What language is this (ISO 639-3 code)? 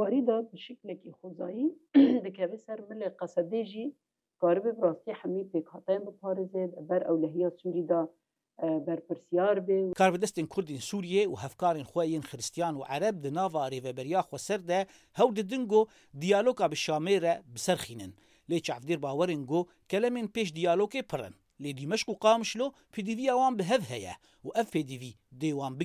kur